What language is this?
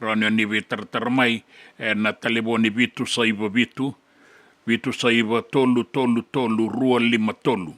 Fijian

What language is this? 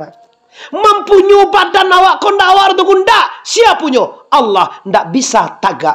Minangkabau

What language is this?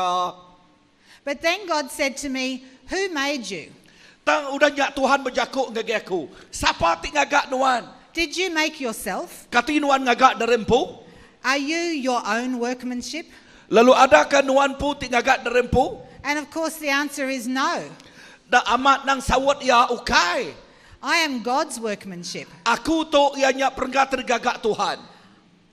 Iban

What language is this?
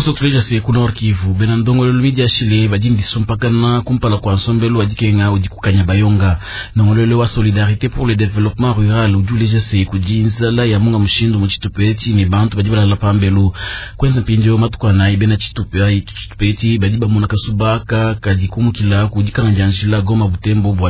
Luba-Lulua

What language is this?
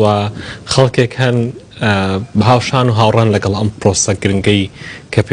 Central Kurdish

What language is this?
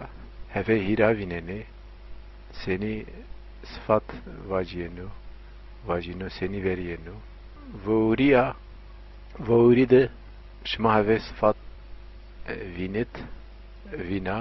Zaza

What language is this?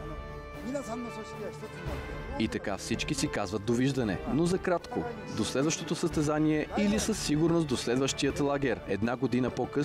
Bulgarian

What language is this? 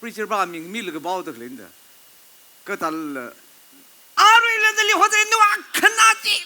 Tangkhul Naga (India)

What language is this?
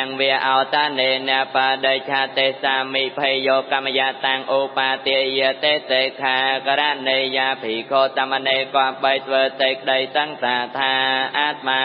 Khmer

